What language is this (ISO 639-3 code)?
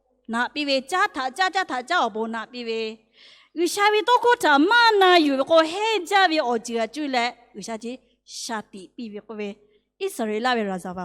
lhu